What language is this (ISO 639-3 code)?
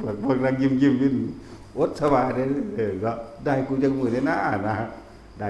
tts